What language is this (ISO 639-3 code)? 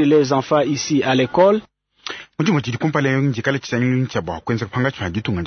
lua